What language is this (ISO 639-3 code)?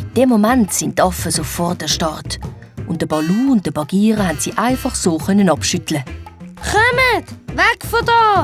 gsw